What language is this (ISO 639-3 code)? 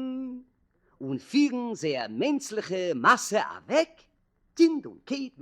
yid